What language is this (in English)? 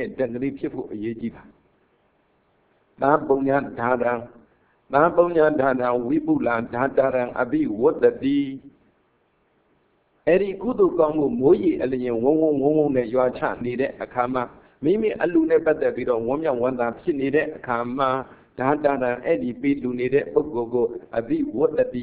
Burmese